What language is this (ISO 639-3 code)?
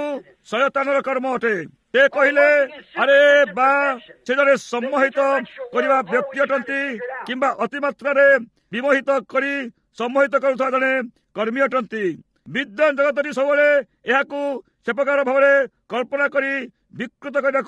ori